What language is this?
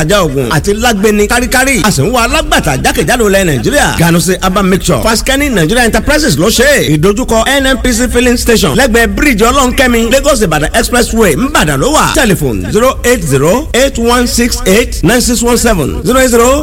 Yoruba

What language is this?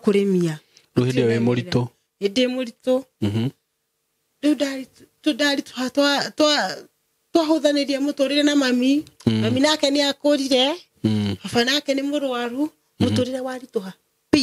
Kikuyu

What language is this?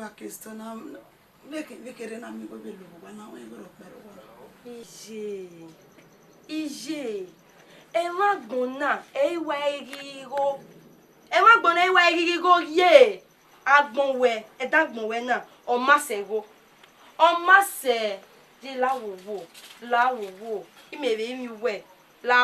Bini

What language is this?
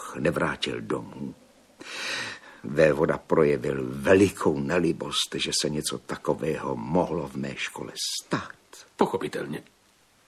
Czech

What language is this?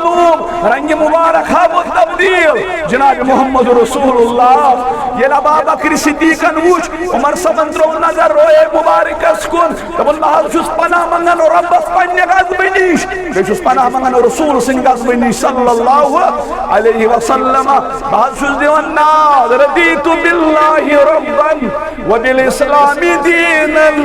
Kashmiri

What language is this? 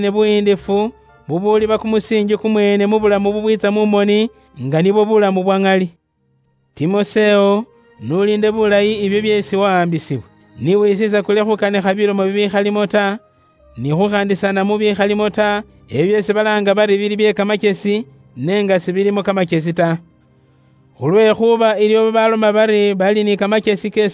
Luyia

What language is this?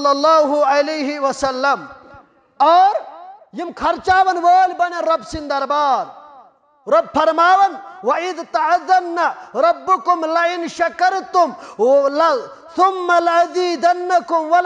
Kashmiri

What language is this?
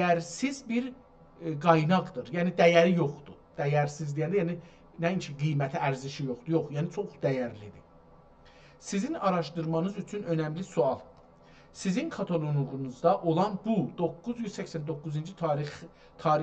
South Azerbaijani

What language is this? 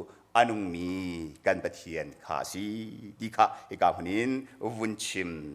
Hakha Chin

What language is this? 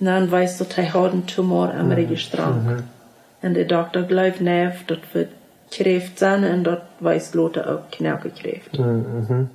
Plautdietsch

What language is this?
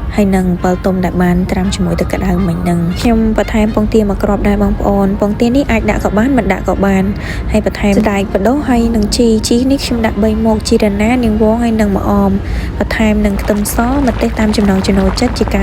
Khmer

